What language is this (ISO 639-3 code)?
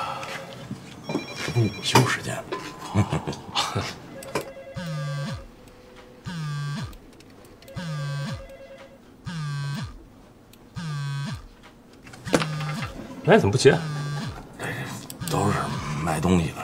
zho